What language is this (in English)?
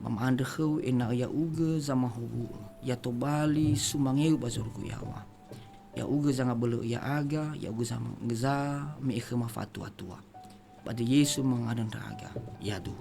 Nias